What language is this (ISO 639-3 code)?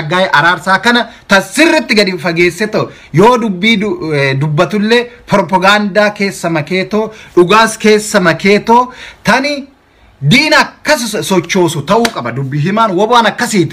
orm